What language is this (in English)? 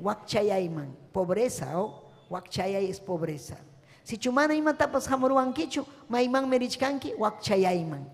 Ayacucho Quechua